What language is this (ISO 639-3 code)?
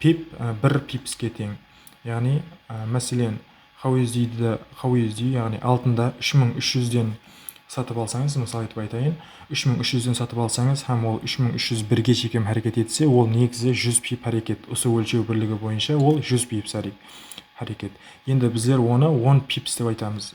kaa